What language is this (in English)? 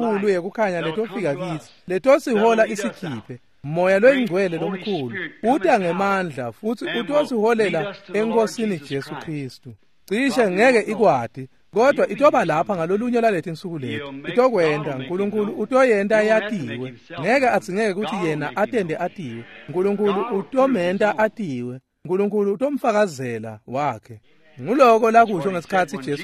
Swati